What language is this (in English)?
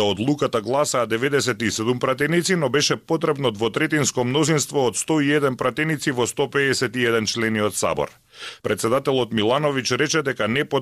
Macedonian